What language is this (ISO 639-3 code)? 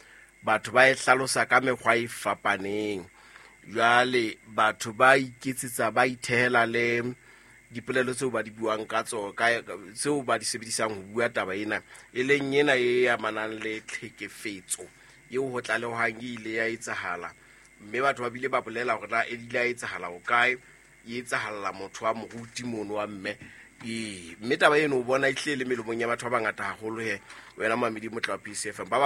sot